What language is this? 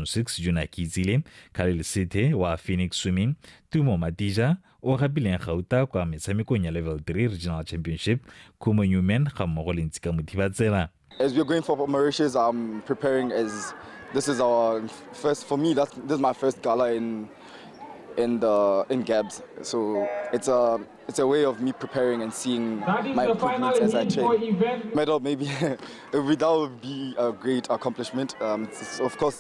Tswana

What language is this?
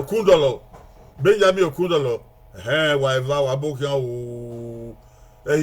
Bini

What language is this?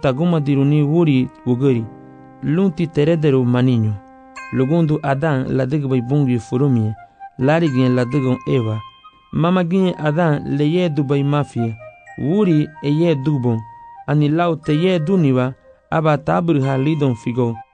Garifuna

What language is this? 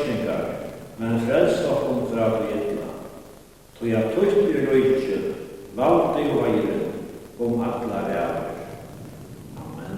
Faroese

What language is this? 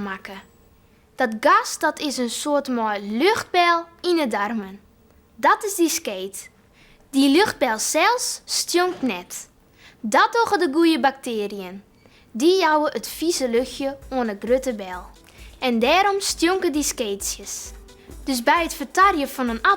Western Frisian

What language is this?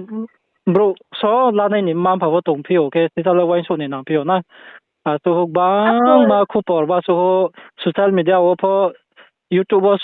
Riang (India)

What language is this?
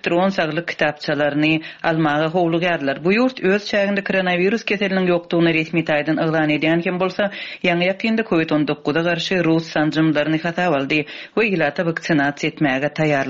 Turkmen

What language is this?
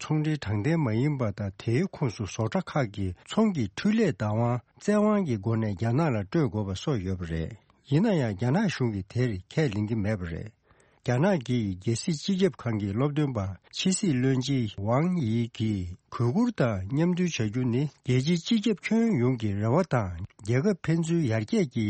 Tibetan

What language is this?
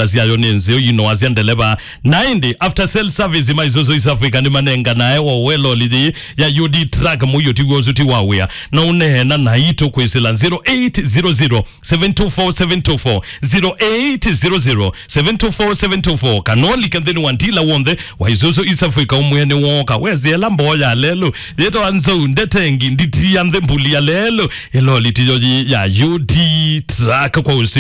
Kamba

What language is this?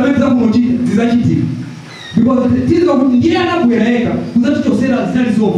Nyanja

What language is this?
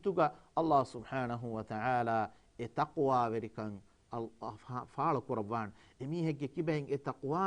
Divehi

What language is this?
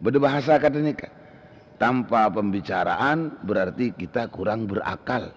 Madurese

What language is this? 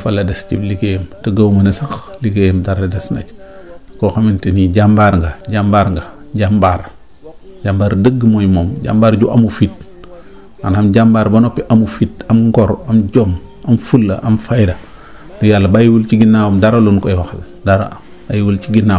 Wolof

